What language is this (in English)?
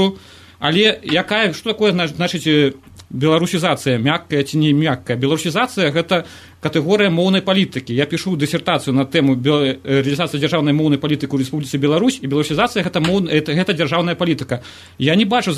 Belarusian